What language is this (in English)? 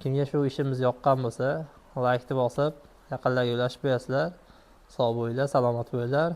Uzbek